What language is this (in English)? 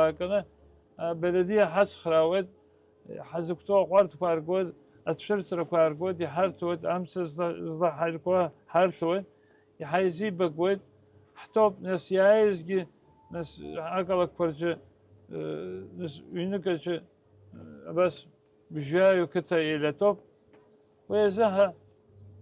Abkhazian